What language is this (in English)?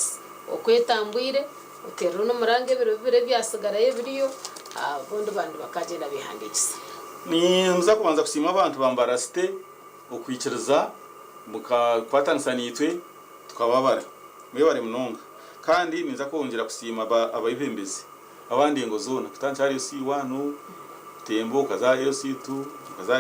Nyankole